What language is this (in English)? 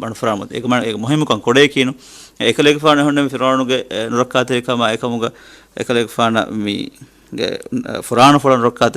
Divehi